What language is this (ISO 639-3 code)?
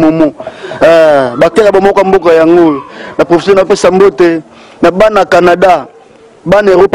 lin